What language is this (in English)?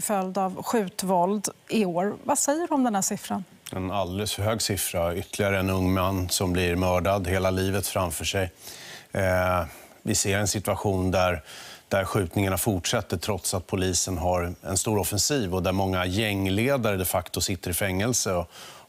Swedish